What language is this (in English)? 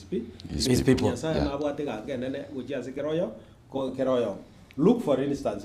Gusii